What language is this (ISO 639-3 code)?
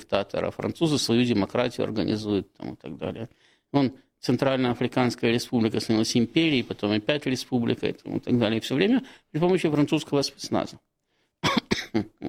rus